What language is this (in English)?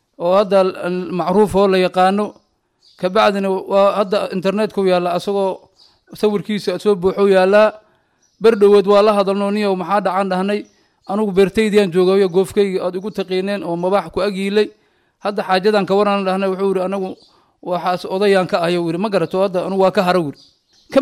Somali